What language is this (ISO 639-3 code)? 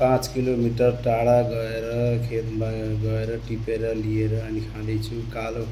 nep